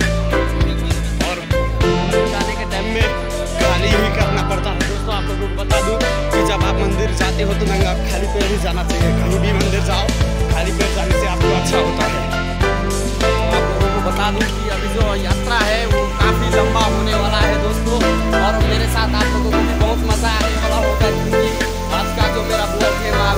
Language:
Hindi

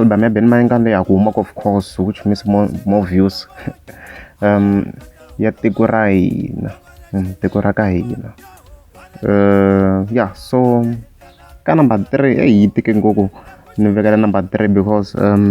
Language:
Tsonga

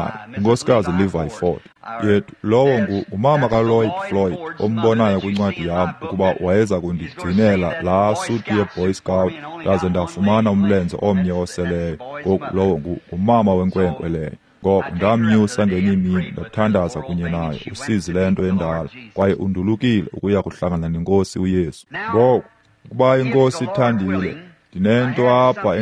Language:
Xhosa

